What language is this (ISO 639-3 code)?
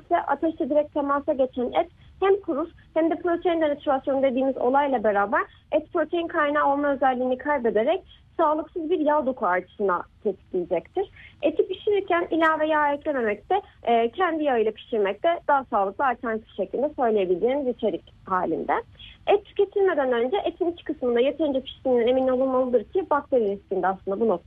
tur